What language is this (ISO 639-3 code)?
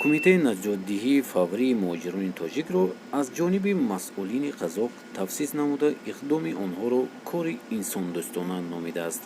tgk